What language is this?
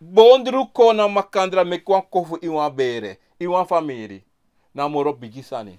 Sranan Tongo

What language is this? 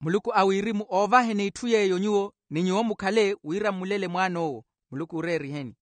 Makhuwa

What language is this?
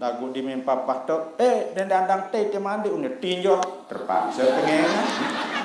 Sasak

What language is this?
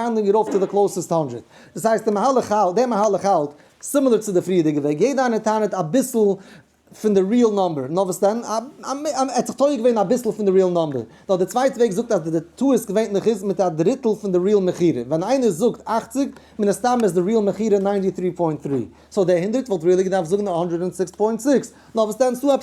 Yiddish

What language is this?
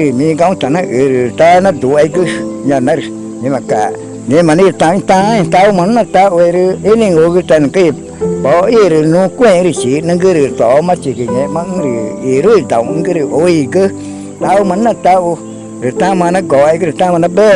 Ticuna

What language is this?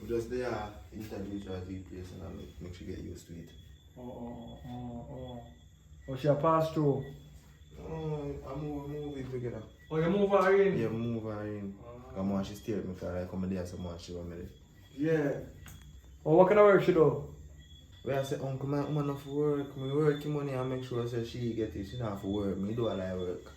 Jamaican Creole English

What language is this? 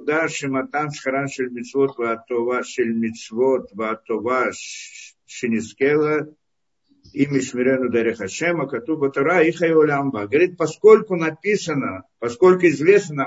Russian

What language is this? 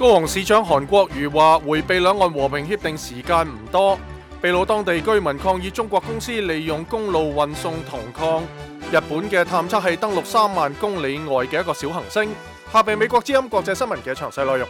Cantonese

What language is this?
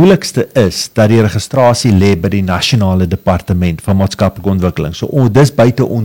Afrikaans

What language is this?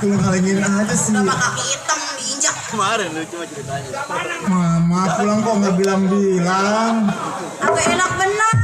Betawi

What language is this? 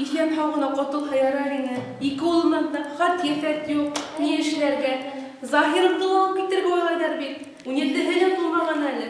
Bashkir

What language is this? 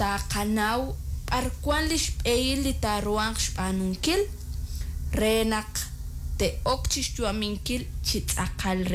Kekchí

